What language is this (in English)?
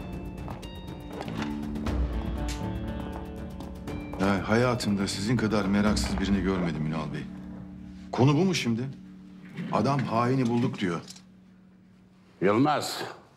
Turkish